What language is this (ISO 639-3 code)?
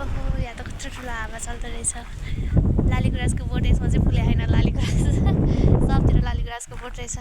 nep